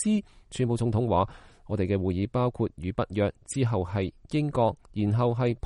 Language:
Cantonese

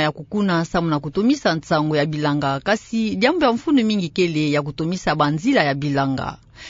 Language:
Kituba (Democratic Republic of Congo)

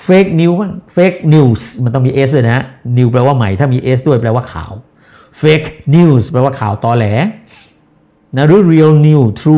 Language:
Thai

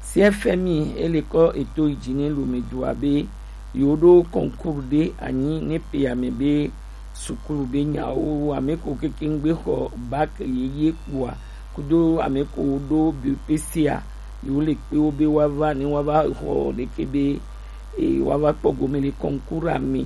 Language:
Gen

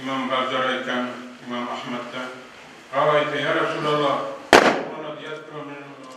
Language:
Kumyk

